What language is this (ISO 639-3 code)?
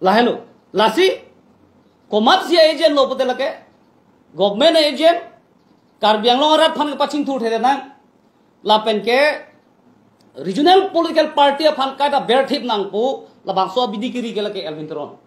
mjw